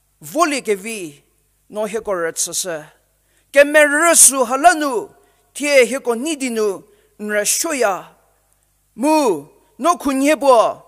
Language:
Angami Naga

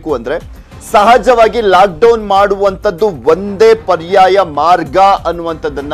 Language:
Kannada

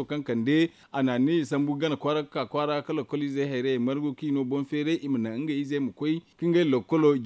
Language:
Zarma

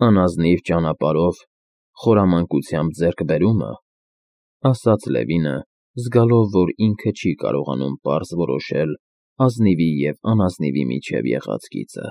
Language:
Armenian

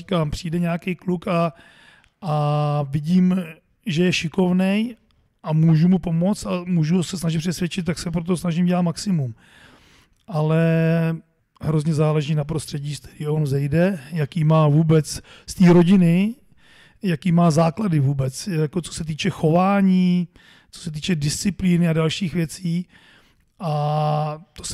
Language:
Czech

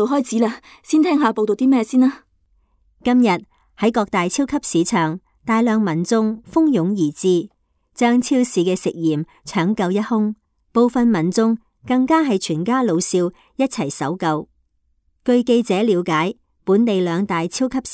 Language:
Cantonese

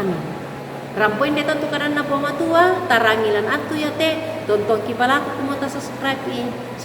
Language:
Toraja-Sa'dan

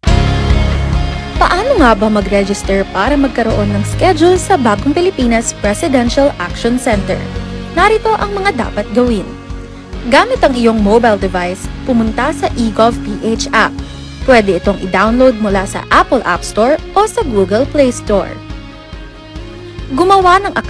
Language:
Filipino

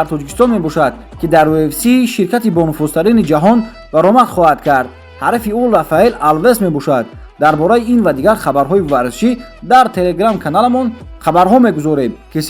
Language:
Tajik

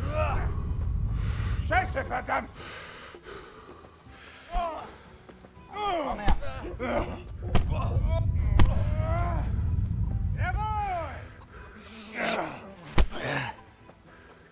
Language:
German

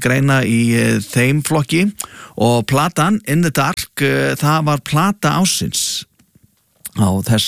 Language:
Icelandic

